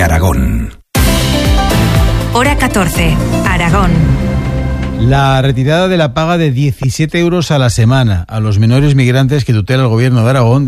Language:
Spanish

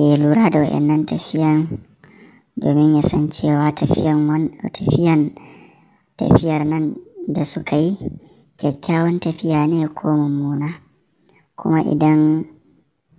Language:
Hausa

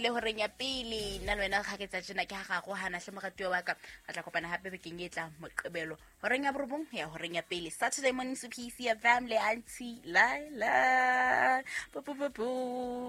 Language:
Southern Sotho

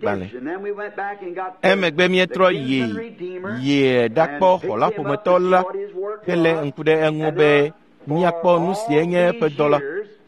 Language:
Ewe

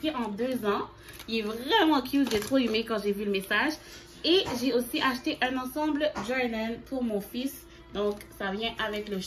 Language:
French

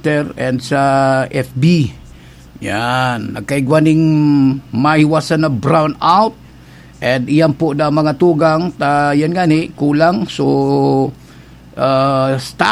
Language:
Bikol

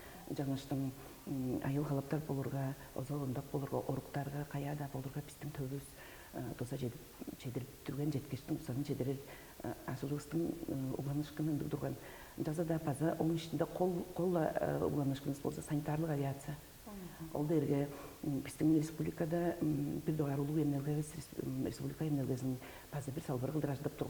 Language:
Tuvinian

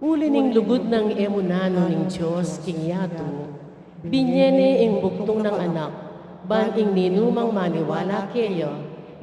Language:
Pampanga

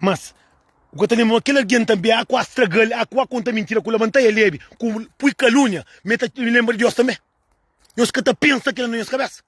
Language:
Kabuverdianu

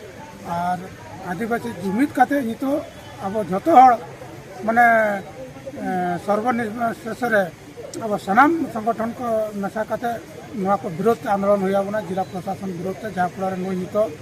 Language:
Santali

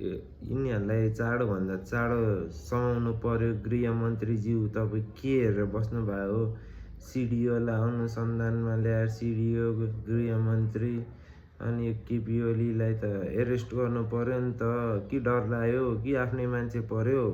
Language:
Nepali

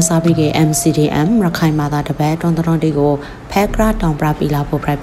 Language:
Burmese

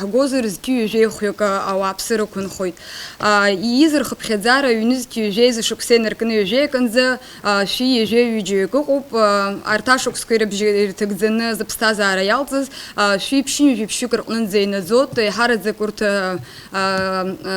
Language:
Abkhazian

